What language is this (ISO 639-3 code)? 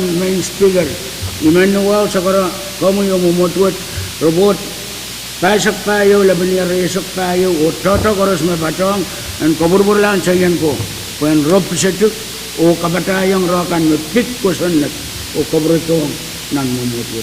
pon